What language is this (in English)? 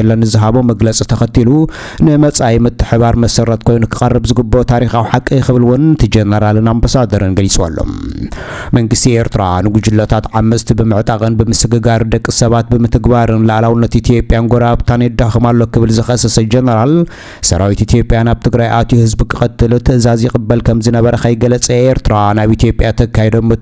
Tigrinya